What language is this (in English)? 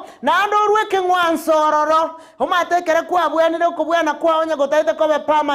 Gusii